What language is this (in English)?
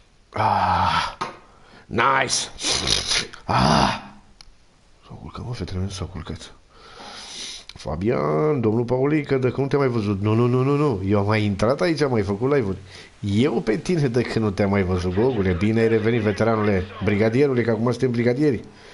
Romanian